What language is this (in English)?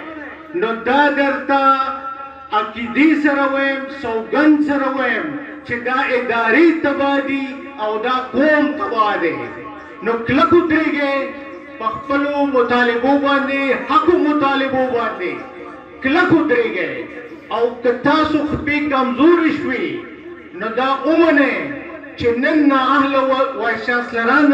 Pashto